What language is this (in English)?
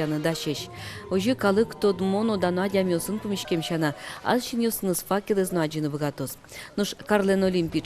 Udmurt